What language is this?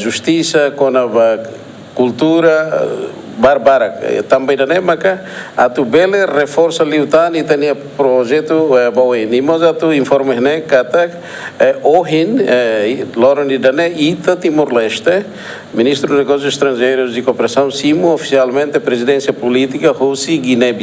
Tetum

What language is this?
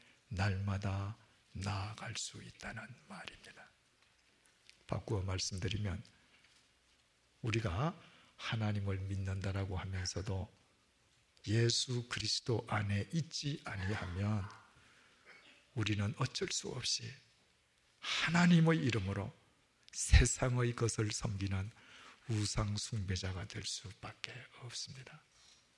Korean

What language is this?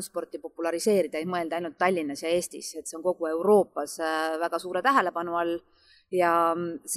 Estonian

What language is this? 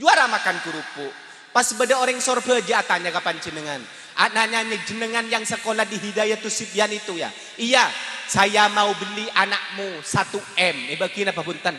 Madurese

